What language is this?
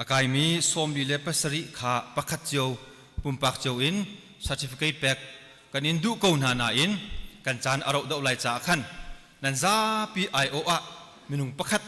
Hakha Chin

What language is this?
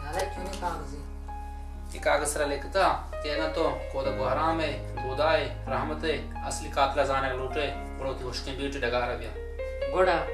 Baluchi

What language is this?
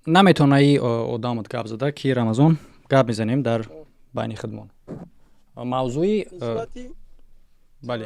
Tajik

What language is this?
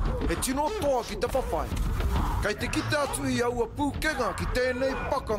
Māori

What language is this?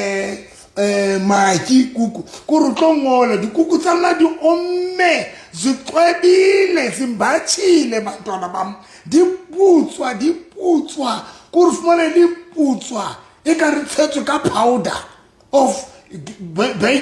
Southern Sotho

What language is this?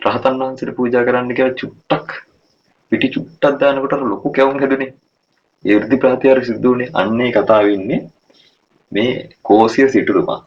Sinhala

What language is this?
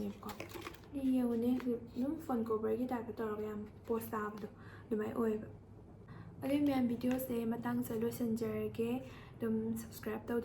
Manipuri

